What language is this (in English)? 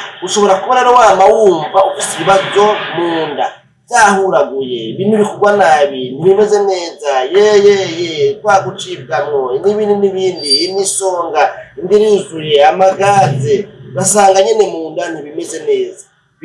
Rundi